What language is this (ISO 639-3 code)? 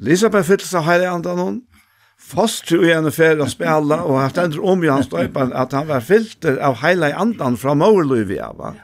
fao